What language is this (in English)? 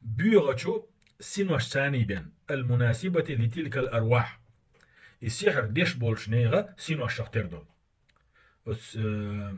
Chechen